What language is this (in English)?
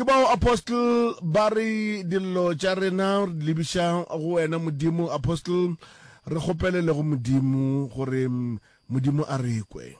Northern Sotho